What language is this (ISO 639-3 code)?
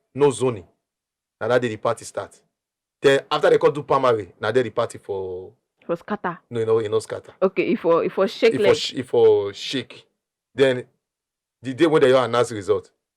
pcm